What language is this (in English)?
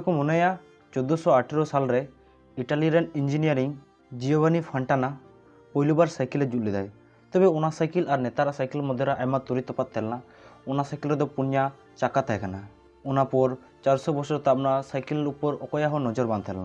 Santali